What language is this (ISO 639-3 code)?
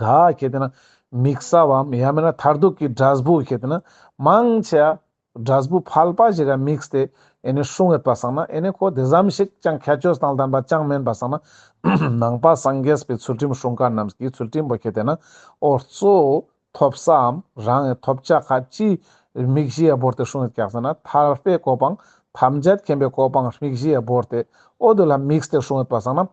lbj